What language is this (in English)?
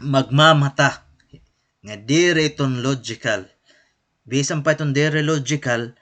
Waray